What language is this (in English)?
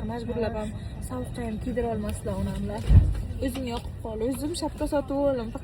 Uzbek